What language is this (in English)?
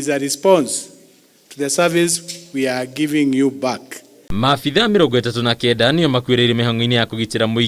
Kikuyu